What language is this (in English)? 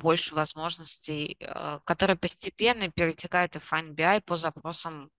Russian